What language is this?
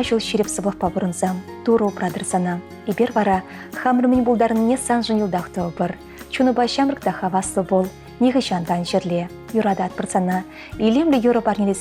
Chuvash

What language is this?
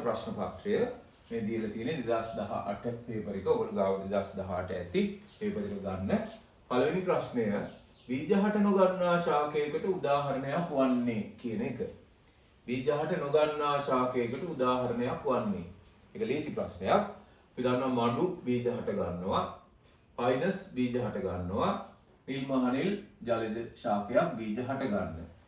Sinhala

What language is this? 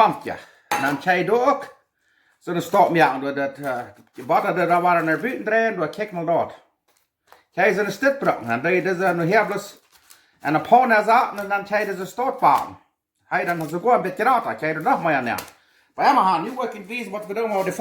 Plautdietsch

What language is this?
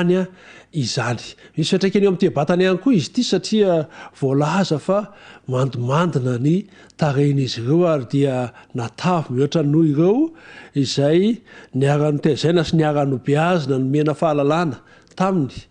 Malagasy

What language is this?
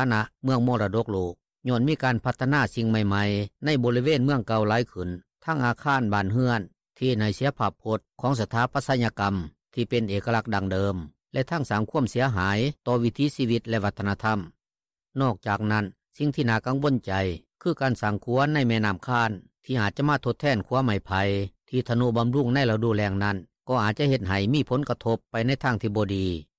Lao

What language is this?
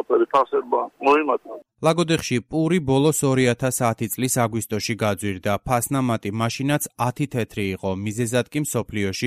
Georgian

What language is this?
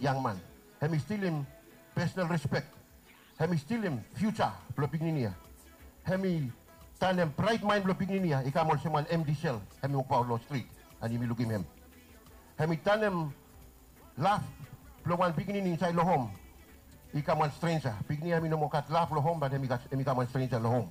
Bislama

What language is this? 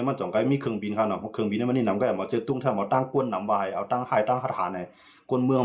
Shan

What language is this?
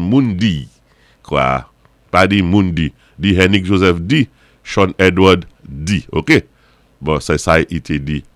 Saint Lucian Creole French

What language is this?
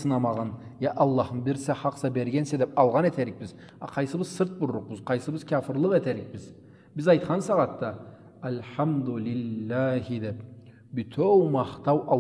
Karachay-Balkar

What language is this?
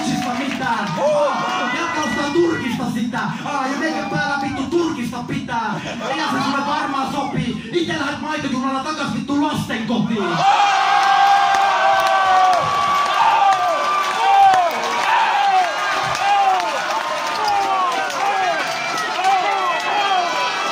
Finnish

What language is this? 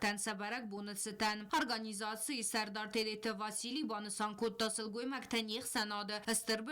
Ossetic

